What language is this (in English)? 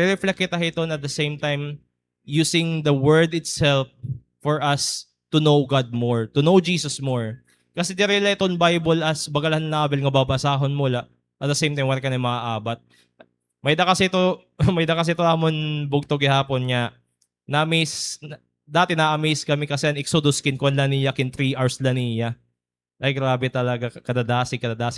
Waray